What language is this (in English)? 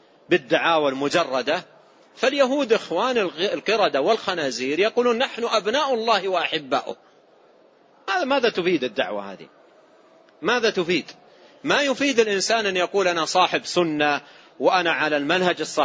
Arabic